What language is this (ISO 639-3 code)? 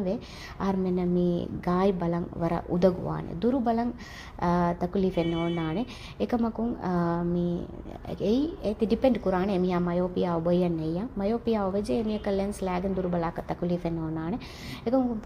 div